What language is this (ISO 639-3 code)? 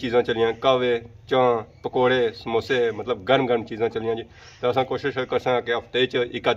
phr